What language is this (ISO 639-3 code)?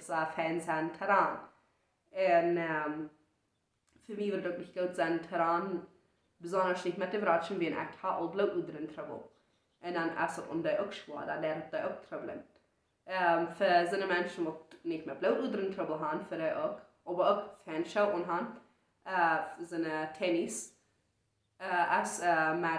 pdt